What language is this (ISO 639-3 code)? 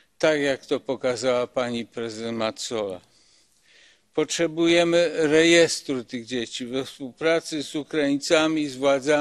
pol